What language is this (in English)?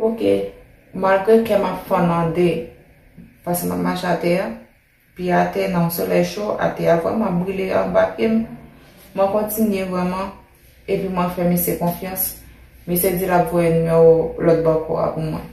Haitian Creole